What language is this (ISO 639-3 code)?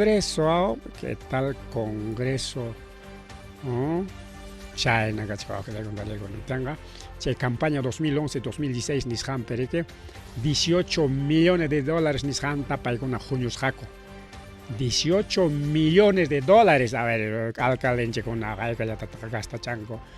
quy